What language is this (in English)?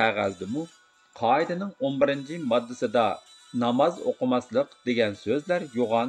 Uyghur